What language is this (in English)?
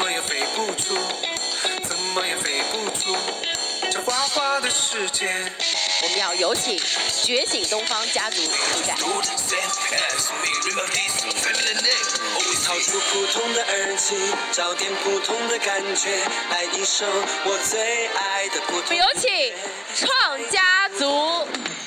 Chinese